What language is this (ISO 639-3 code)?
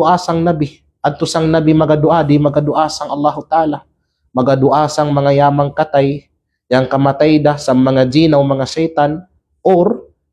kqe